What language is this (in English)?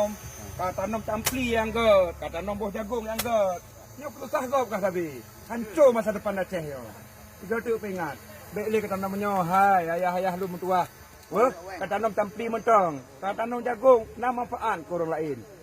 Achinese